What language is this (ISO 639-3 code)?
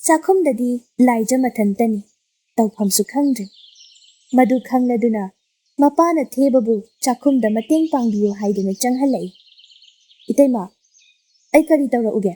mni